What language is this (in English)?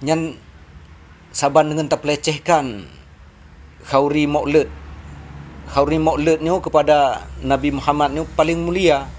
Achinese